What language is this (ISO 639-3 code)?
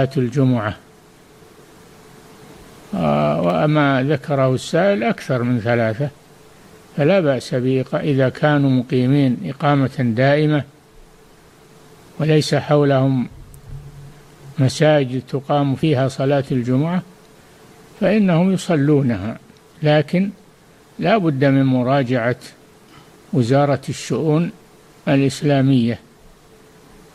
ara